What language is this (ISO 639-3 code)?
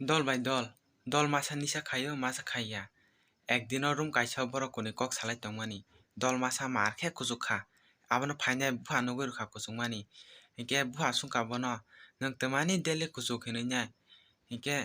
trp